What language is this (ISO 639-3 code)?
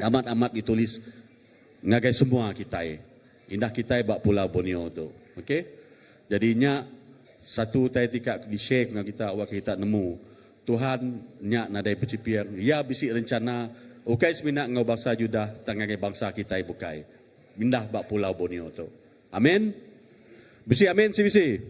iba